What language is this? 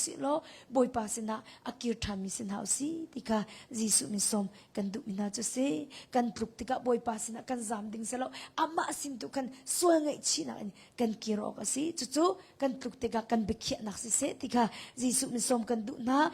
Hakha Chin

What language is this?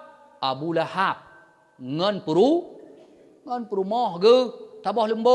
Achinese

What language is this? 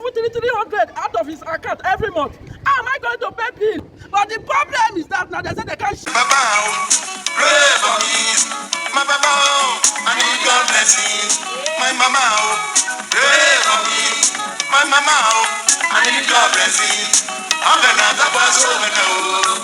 Nigerian Pidgin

